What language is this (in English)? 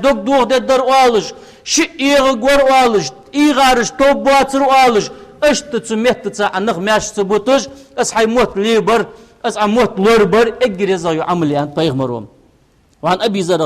Ingush